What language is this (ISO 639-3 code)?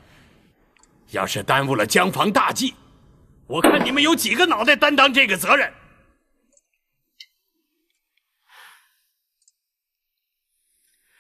zho